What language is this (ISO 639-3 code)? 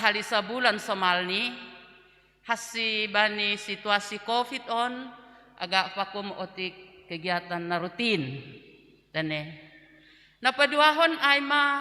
bts